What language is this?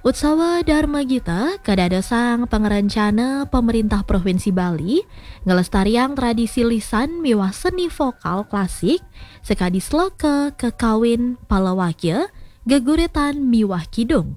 Balinese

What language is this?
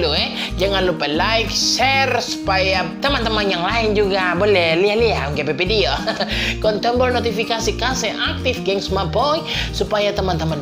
Manado Malay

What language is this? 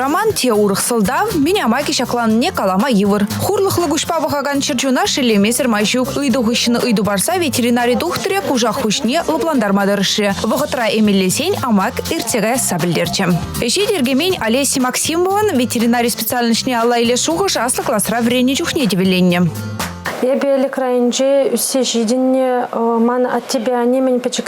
Chuvash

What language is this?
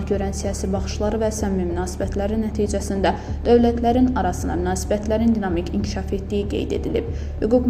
Azerbaijani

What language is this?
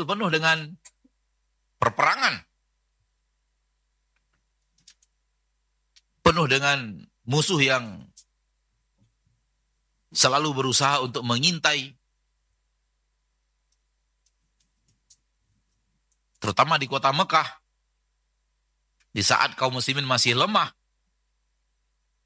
Indonesian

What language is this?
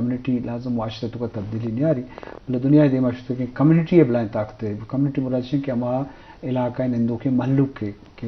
Eastern Balochi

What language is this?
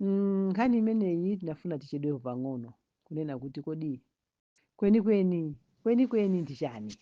Nyanja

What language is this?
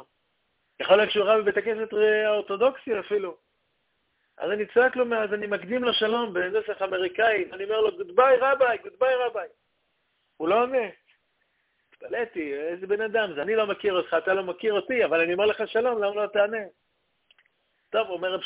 Hebrew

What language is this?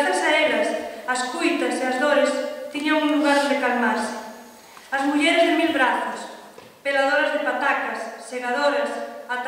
Galician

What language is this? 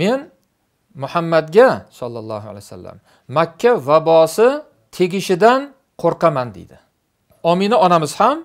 Uzbek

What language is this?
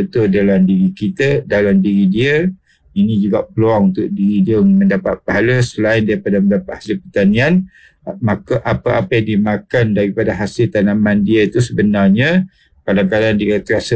Malay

